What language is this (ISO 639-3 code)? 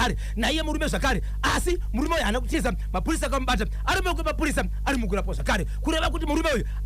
sna